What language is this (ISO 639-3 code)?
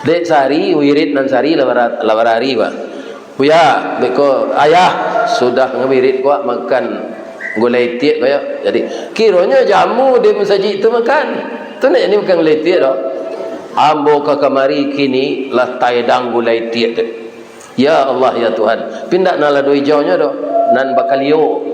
min